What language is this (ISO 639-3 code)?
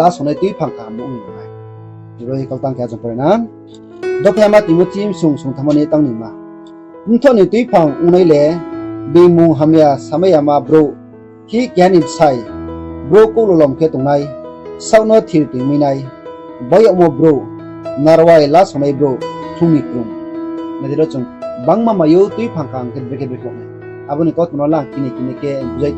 ria